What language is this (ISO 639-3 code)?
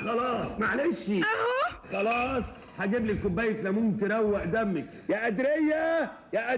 arz